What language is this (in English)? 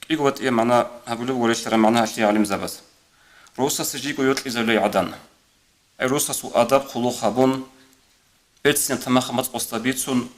Avaric